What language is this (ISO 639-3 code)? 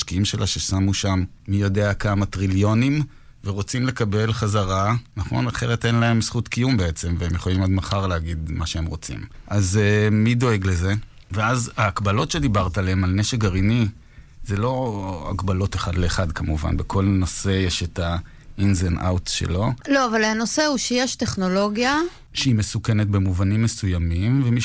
heb